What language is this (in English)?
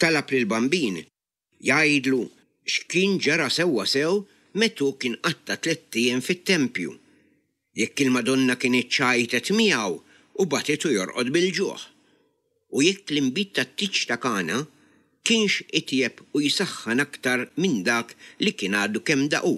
Maltese